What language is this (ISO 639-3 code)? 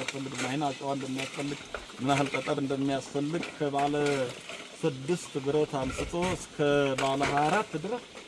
amh